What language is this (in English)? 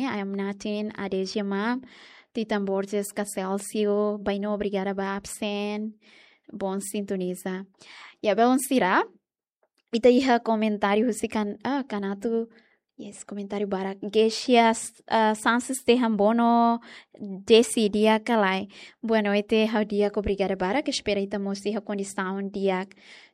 Tetum